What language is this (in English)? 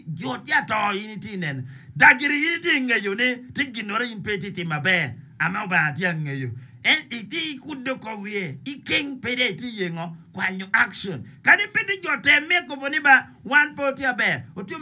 Acoli